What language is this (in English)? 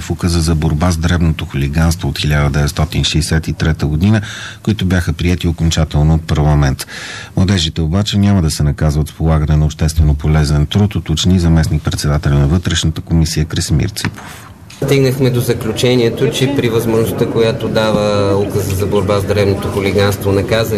Bulgarian